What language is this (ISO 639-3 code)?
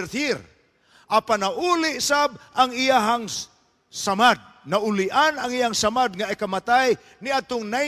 ceb